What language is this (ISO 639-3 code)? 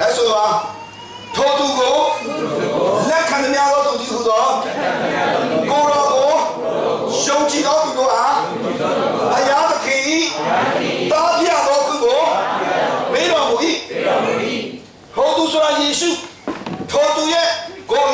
mya